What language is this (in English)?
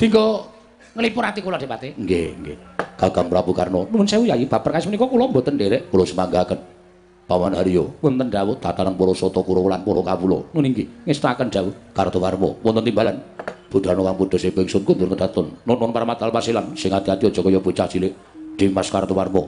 Javanese